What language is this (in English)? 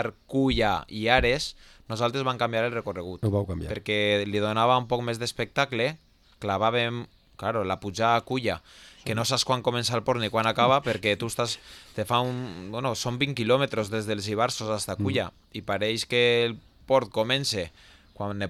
Catalan